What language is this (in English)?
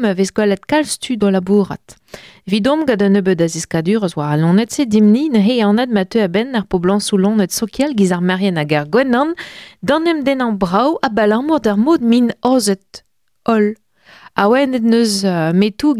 Breton